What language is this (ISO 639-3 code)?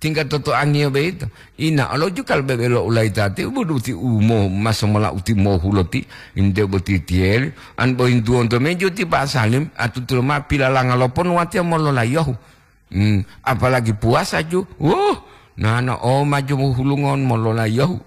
gor